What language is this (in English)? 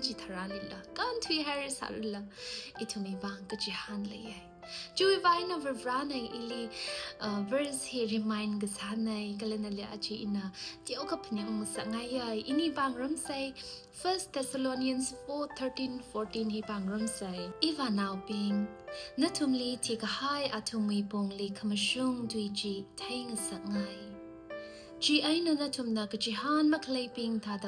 Tangkhul Naga (India)